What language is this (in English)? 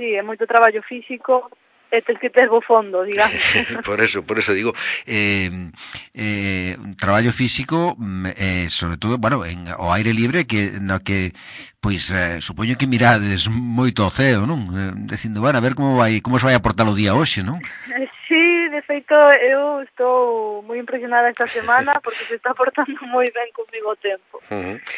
Galician